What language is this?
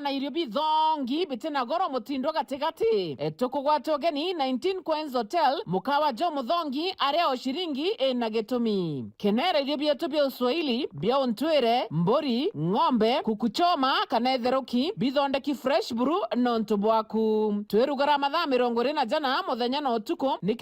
Meru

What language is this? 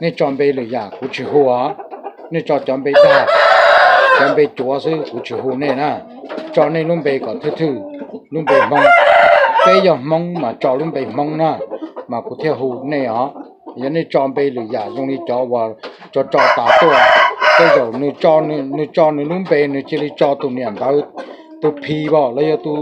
Hmong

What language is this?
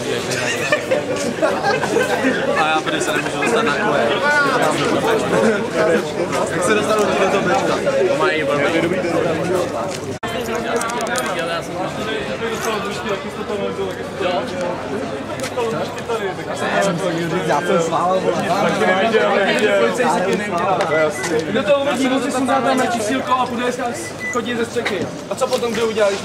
Czech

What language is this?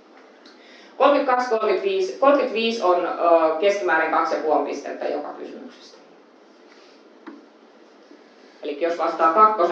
Finnish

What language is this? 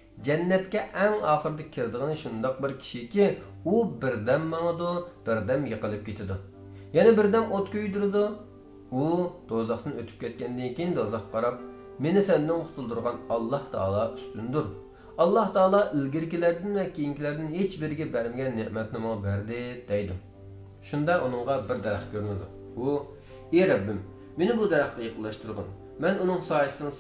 Uyghur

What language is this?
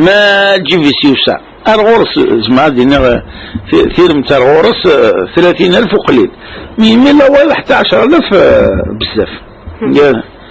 Kabyle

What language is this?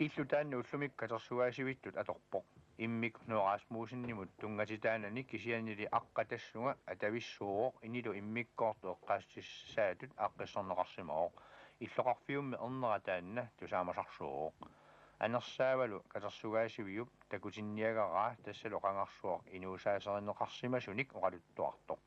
Kalaallisut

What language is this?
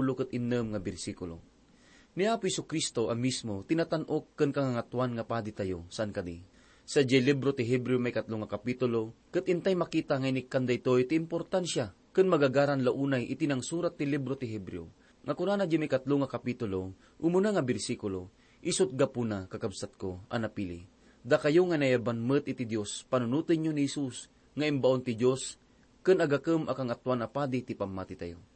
Iloko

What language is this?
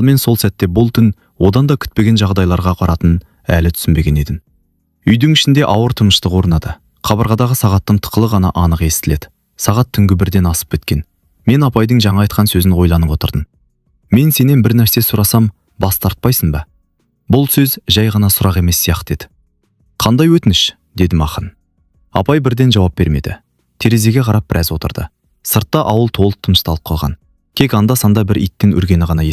Kazakh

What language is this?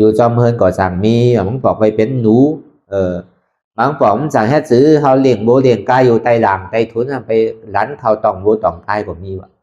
Shan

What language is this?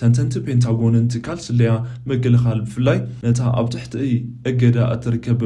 Tigrinya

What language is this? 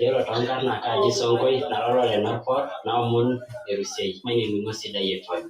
Masai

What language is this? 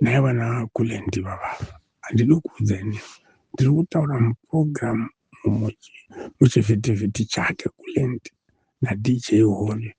Shona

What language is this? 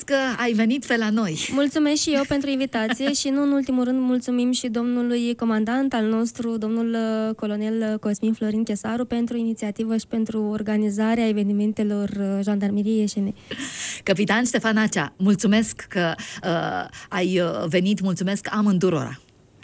Romanian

